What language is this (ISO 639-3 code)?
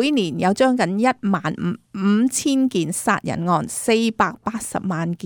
yue